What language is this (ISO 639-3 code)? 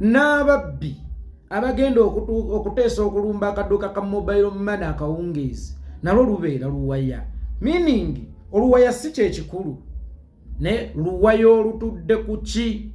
lug